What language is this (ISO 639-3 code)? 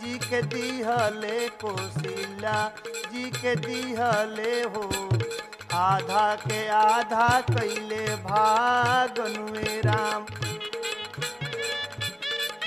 bho